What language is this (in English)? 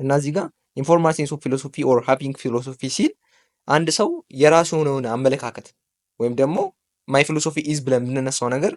Amharic